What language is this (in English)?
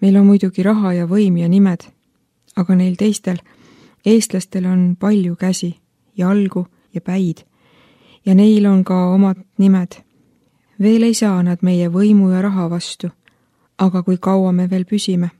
Estonian